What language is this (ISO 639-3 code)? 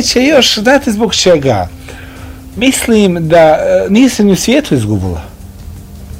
bos